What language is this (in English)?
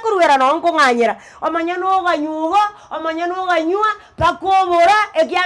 Gusii